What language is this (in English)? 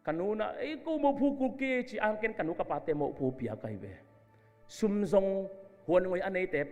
Tedim Chin